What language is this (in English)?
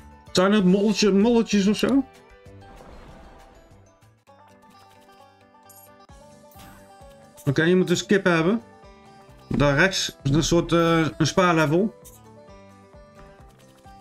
Dutch